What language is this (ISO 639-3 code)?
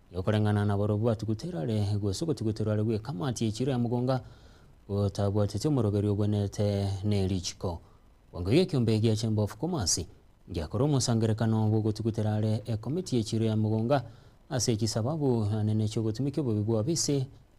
guz